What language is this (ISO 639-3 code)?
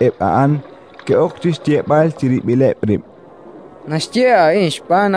kek